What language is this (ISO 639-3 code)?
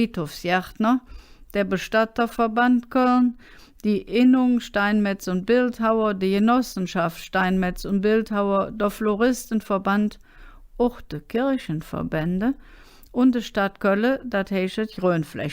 ksh